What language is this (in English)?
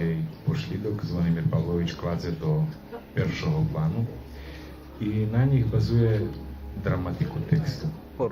Rusyn